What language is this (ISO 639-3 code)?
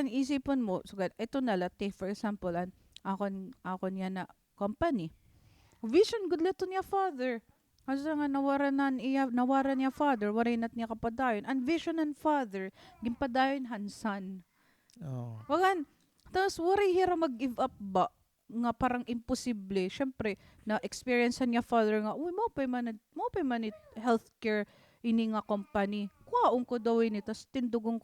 war